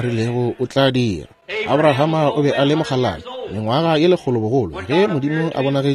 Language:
Northern Sotho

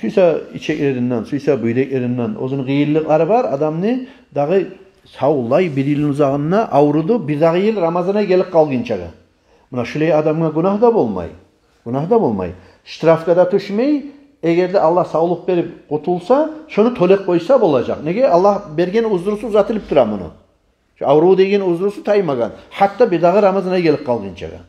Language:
Kumyk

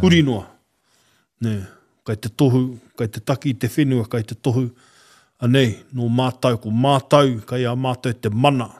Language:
Māori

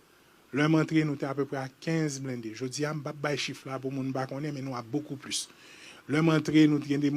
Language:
Haitian Creole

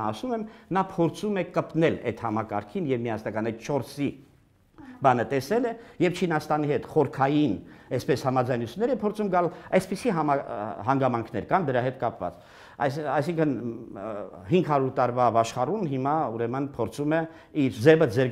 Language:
Armenian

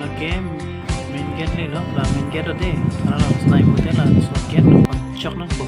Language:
Karbi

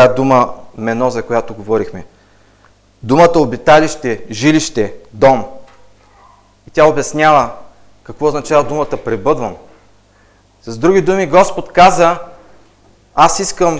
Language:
Bulgarian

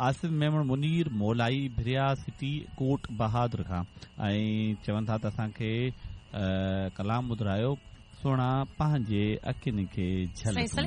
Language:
Sindhi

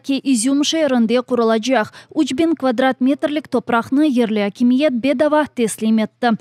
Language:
Crimean Tatar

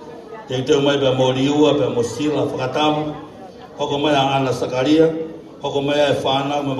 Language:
Tongan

